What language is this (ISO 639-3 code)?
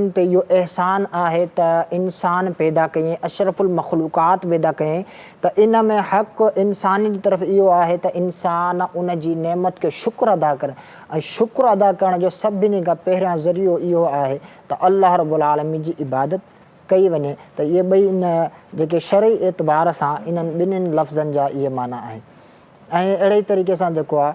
snd